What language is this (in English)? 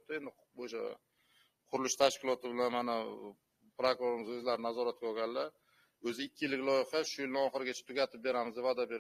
Uzbek